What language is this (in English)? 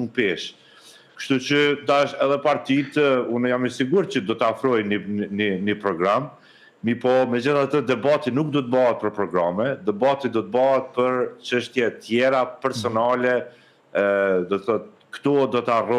Albanian